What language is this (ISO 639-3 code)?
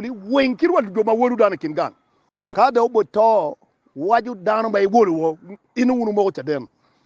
ach